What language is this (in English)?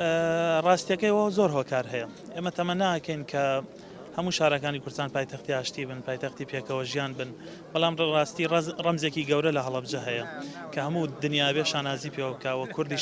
Central Kurdish